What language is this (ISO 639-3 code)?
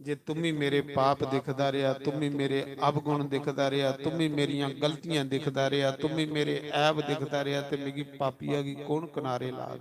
doi